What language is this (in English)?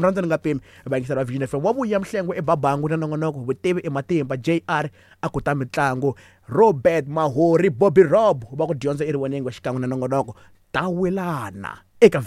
Tsonga